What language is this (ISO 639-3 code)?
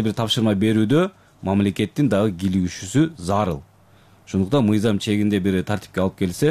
kir